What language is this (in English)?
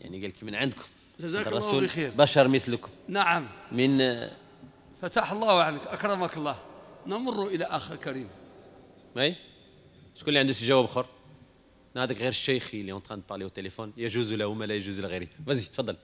Moroccan Arabic